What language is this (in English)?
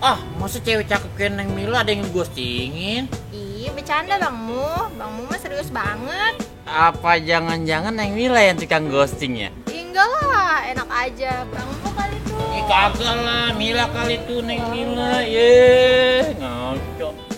Betawi